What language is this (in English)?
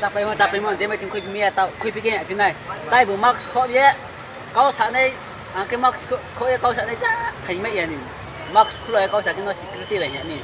Riang (India)